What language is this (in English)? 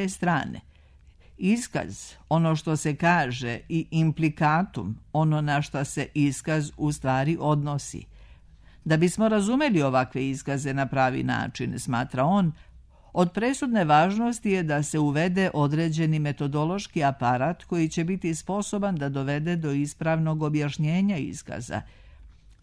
Serbian